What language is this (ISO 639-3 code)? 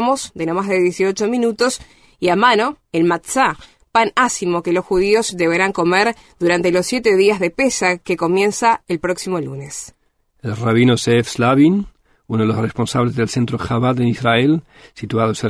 spa